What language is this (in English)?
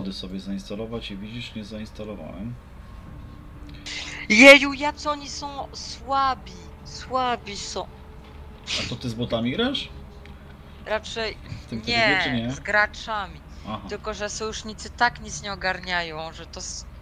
Polish